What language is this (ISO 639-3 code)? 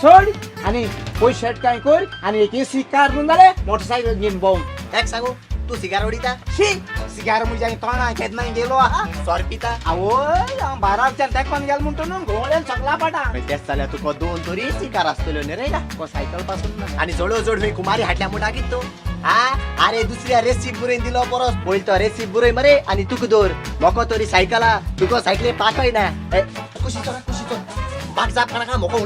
kok